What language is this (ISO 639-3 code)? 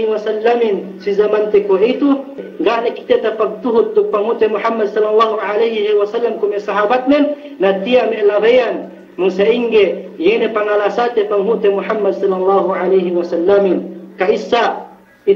yka